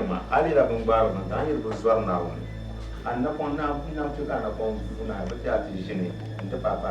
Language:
Dagbani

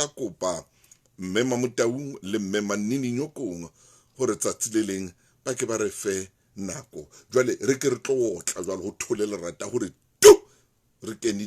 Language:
Southern Sotho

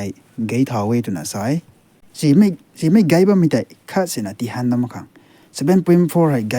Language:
Rongmei Naga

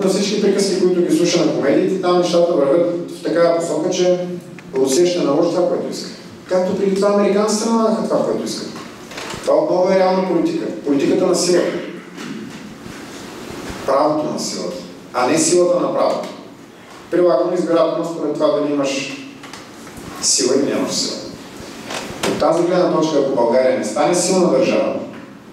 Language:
Bulgarian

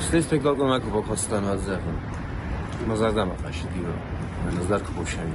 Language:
Ossetic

